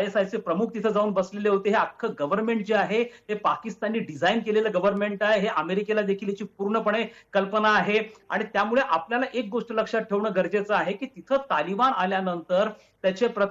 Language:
Marathi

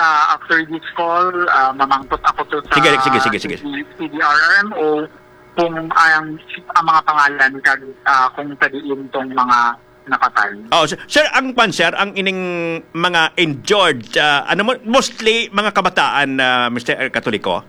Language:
Hiligaynon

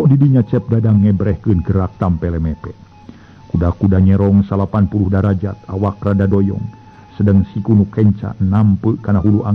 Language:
Sundanese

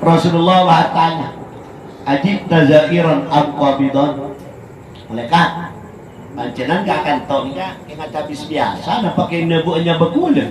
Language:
Madurese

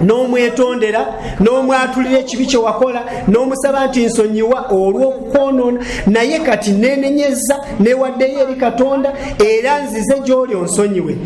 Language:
Ganda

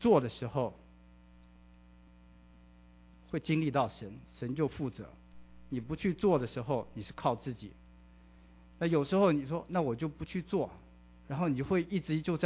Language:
Chinese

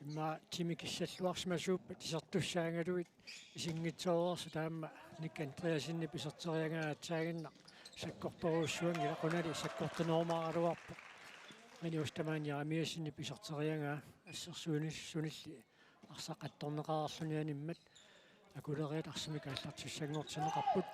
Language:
Kalaallisut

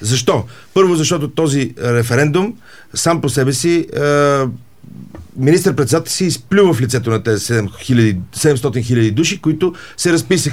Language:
Bulgarian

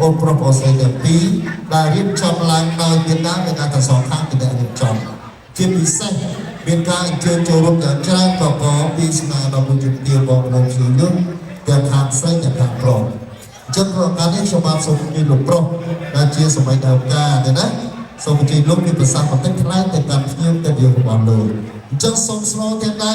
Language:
Khmer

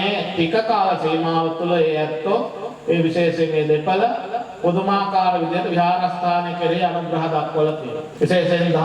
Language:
Sinhala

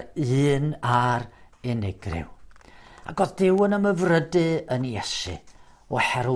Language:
Welsh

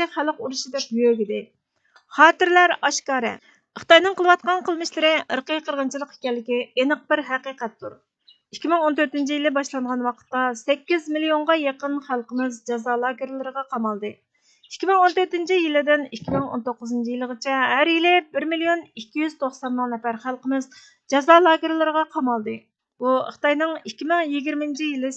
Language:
Uyghur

